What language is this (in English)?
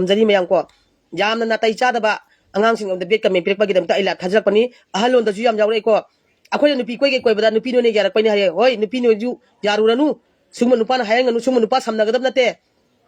Manipuri